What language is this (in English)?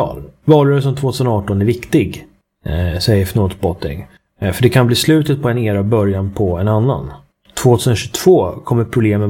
Swedish